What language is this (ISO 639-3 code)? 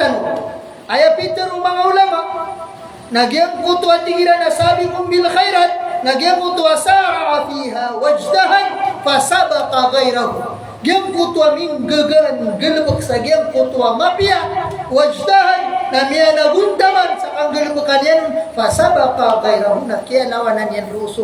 mrw